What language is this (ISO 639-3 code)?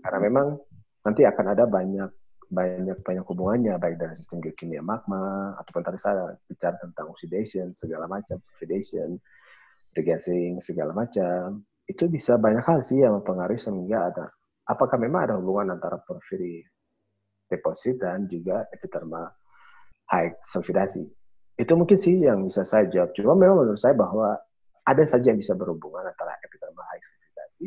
ind